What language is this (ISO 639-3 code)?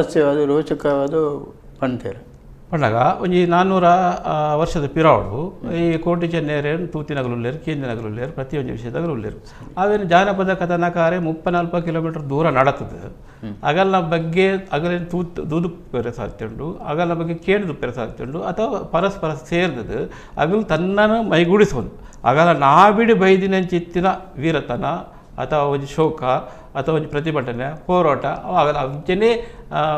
tcy